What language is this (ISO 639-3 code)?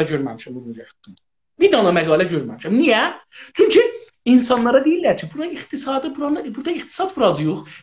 azb